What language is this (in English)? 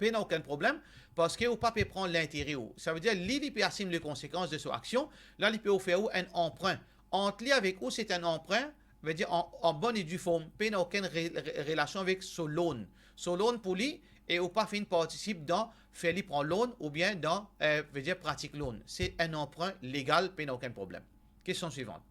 Morisyen